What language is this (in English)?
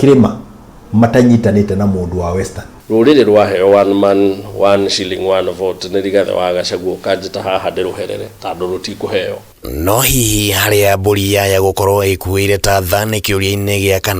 Kikuyu